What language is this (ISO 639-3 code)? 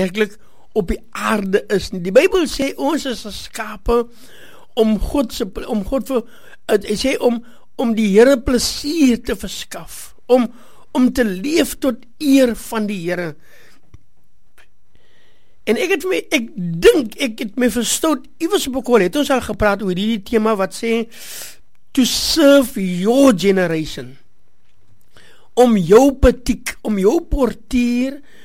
afr